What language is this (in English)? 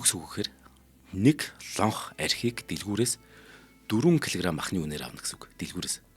Mongolian